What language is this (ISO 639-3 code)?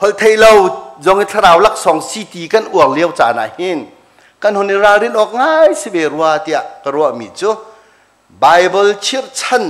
cnh